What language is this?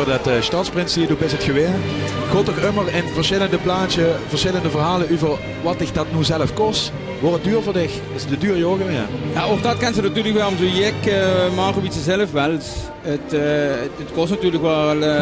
Limburgish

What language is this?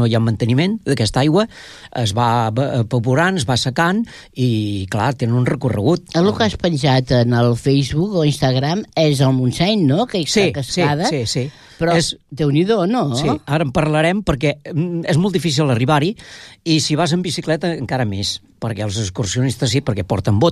Catalan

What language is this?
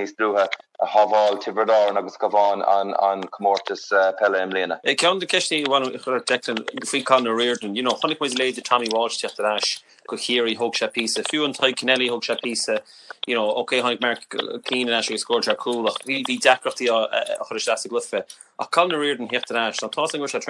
Irish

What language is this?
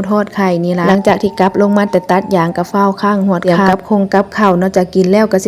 Northeastern Thai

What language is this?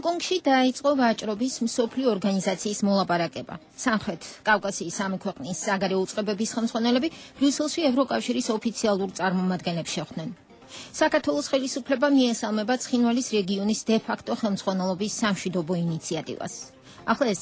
Georgian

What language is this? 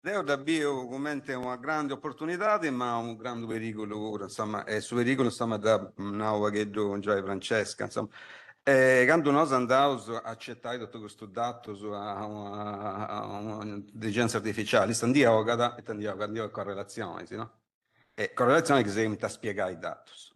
Sardinian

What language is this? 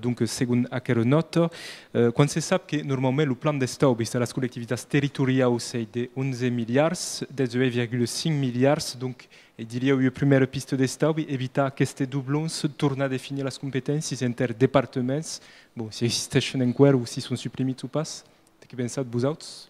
Occitan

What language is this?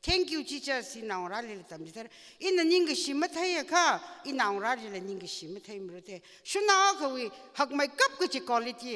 Tangkhul Naga (India)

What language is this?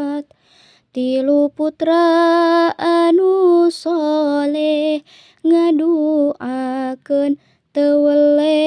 Sundanese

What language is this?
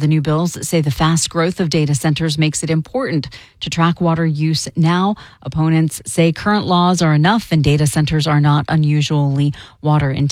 English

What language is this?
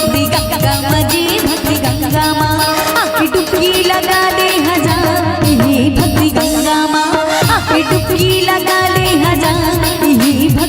Chhattisgarhi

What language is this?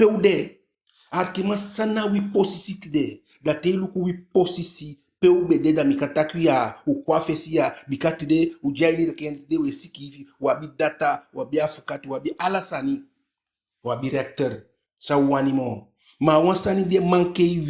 Eastern Maroon Creole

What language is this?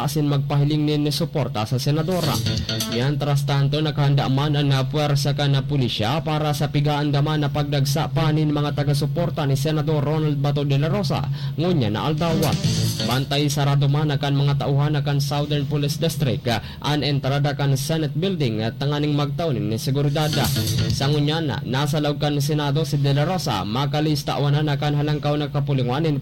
Bikol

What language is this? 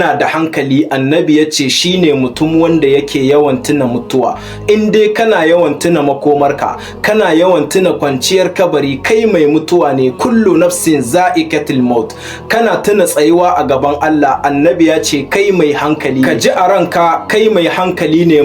Hausa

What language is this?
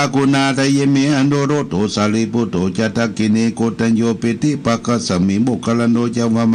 Pali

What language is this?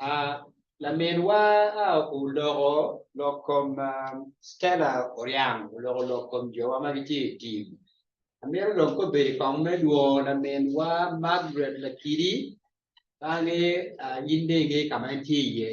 Acoli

